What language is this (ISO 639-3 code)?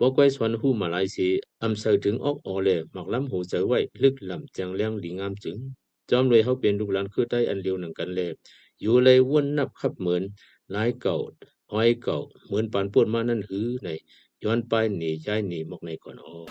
shn